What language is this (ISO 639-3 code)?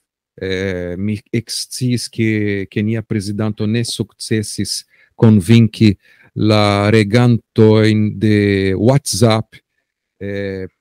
epo